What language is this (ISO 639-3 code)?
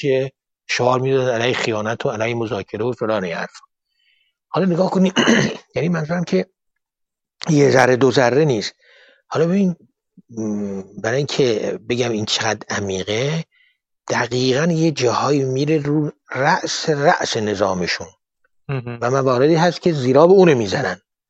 fas